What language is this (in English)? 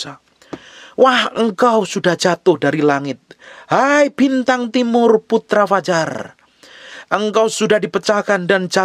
Indonesian